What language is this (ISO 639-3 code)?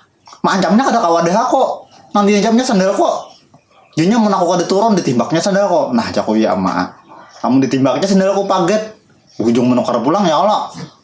bjn